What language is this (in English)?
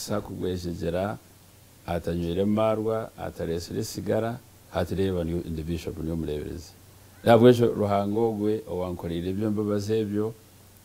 Nyankole